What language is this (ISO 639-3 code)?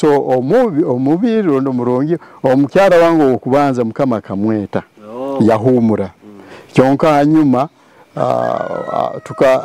nyo